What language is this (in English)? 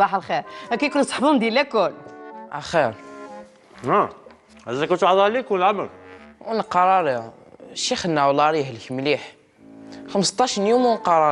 Kabyle